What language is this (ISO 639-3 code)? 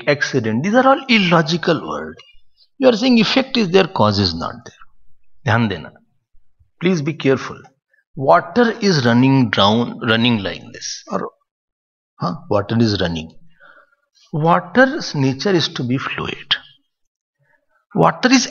eng